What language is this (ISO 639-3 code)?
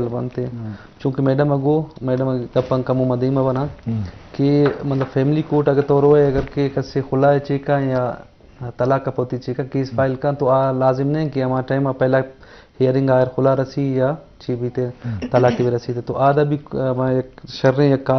bgp